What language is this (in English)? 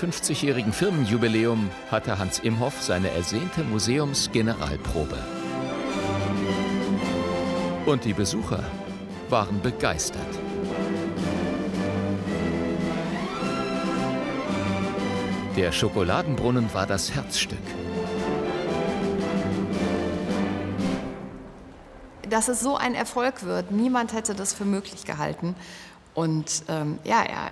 German